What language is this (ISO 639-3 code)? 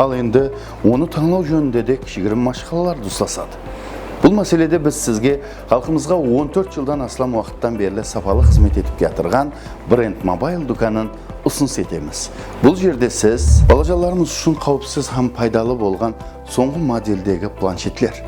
kaa